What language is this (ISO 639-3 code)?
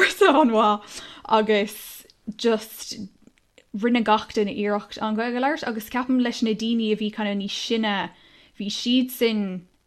gle